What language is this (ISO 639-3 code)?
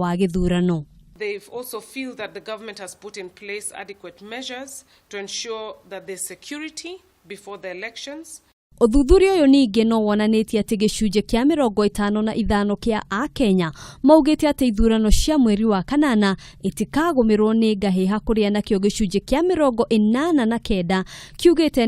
kik